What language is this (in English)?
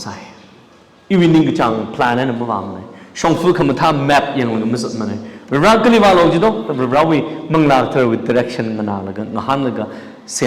Tangkhul Naga (India)